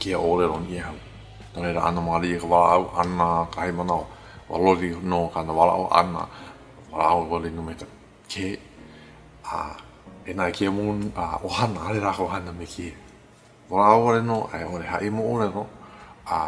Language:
Hawaiian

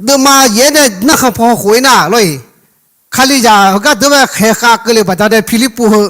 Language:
Akha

